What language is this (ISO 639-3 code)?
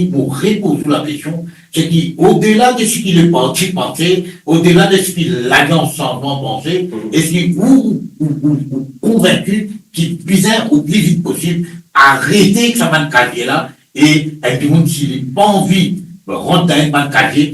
mfe